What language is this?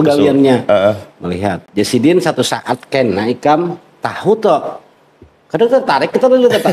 Banjar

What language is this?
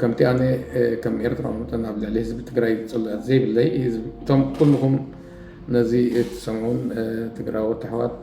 Tigrinya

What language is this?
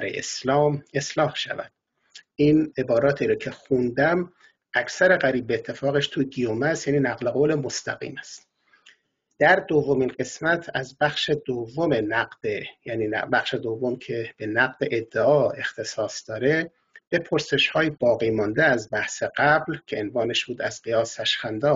Persian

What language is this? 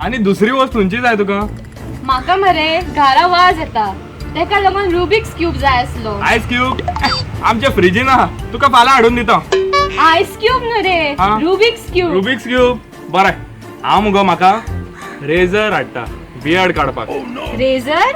Konkani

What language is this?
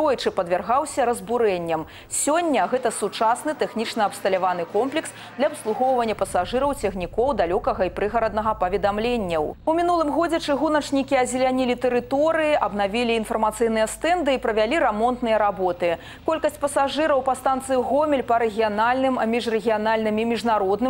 Belarusian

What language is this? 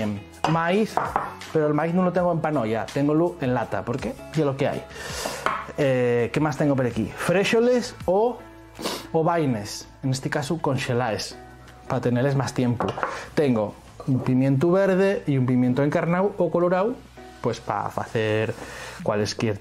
Asturian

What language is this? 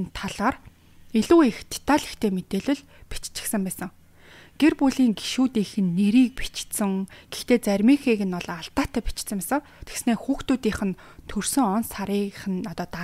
Mongolian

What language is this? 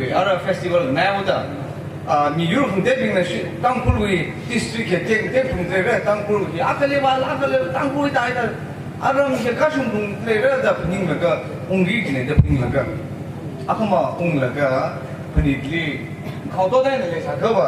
Tangkhul Naga (India)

